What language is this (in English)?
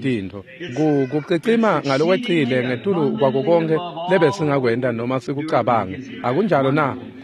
Swati